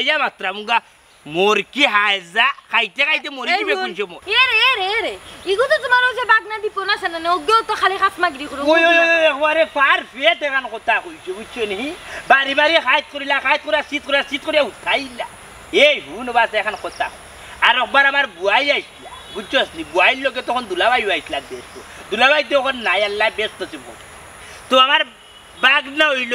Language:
Sylheti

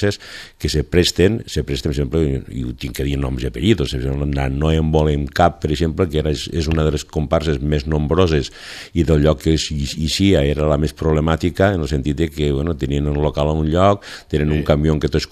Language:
Catalan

